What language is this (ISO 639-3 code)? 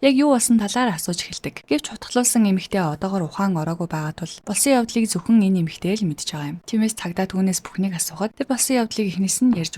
mon